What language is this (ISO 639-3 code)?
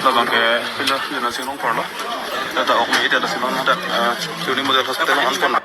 mjw